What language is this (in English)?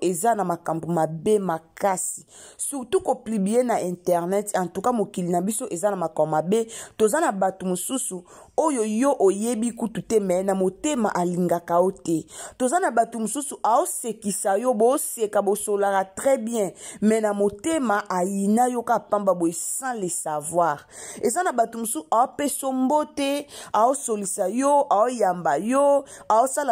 Lingala